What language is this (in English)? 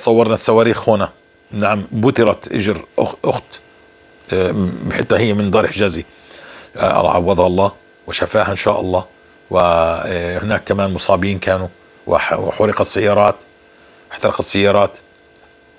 North Levantine Arabic